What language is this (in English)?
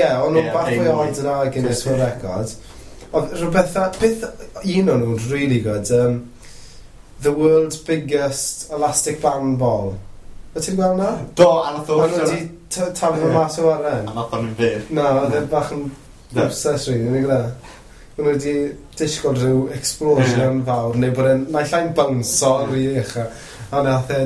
Welsh